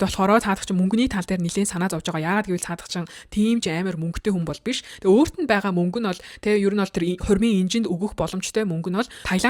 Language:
Mongolian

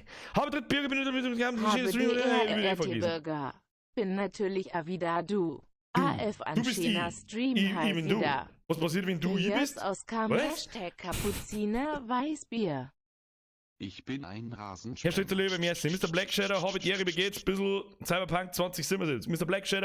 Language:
Bavarian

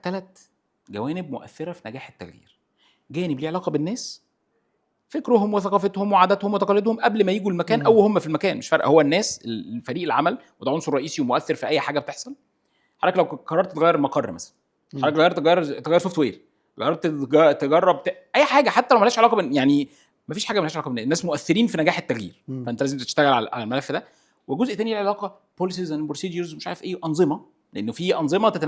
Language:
Egyptian Arabic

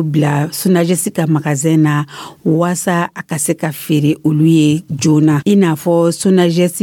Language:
Dyula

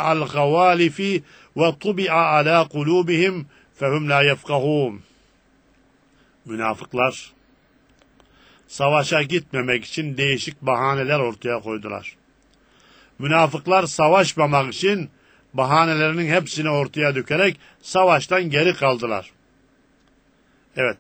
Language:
Turkish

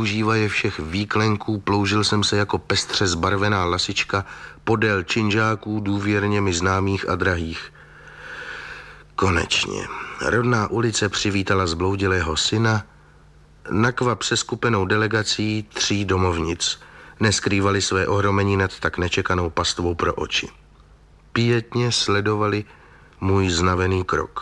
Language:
Czech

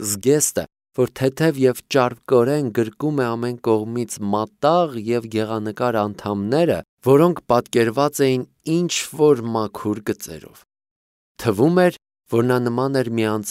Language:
Armenian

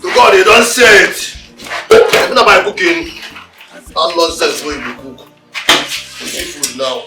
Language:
Nigerian Pidgin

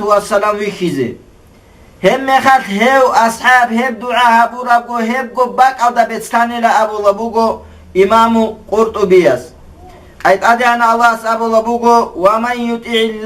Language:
Avaric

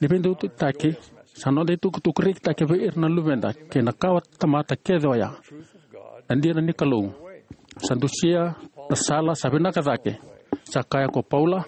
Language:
Fijian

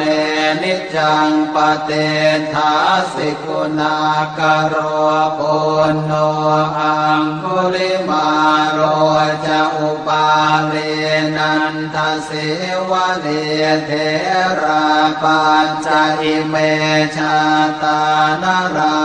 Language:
Pali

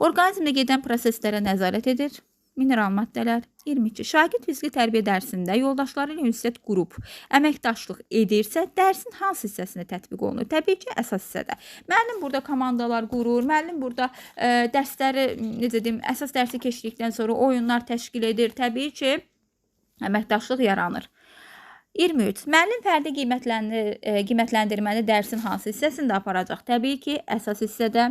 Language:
Azerbaijani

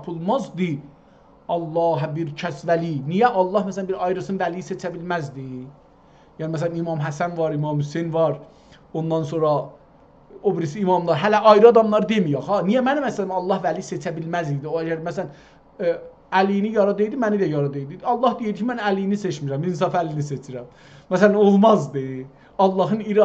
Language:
South Azerbaijani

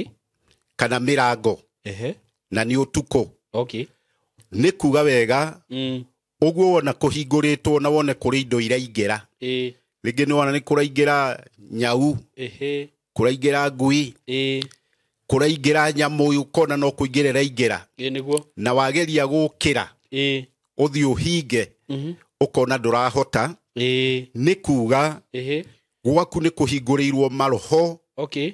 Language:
Kikuyu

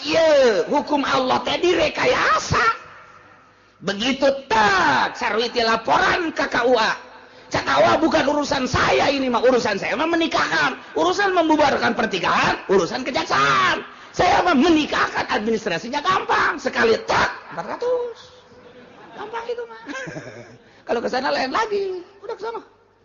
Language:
Sundanese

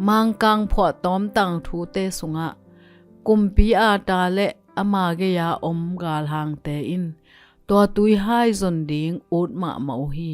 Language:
Tedim Chin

